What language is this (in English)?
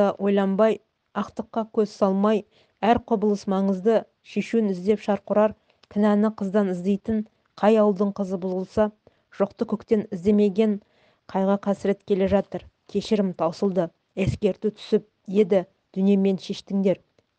Kazakh